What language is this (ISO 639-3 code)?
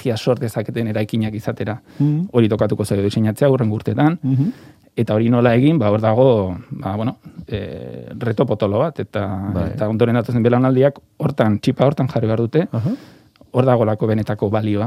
eus